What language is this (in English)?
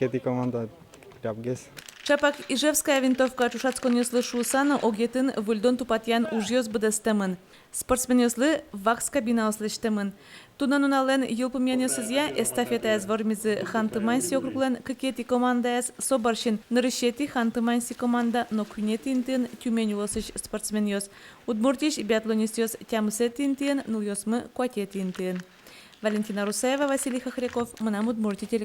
Udmurt